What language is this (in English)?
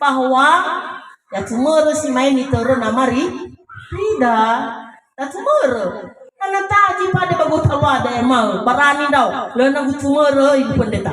Nias